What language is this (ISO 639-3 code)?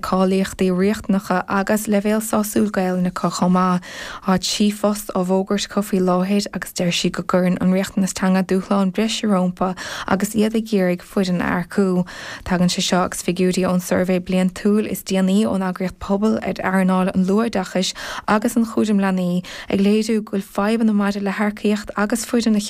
gle